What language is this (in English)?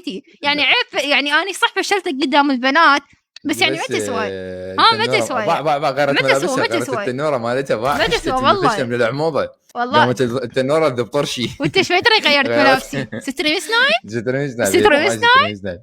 Mesopotamian Arabic